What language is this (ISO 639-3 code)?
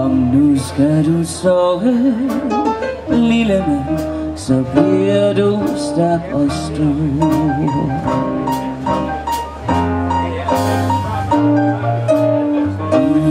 dan